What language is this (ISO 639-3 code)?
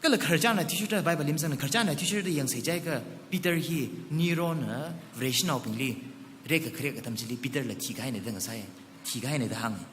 nmf